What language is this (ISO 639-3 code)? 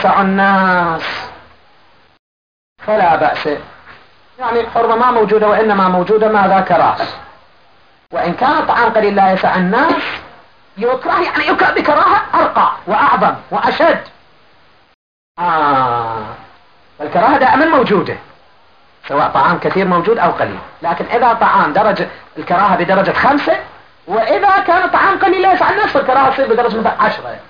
ara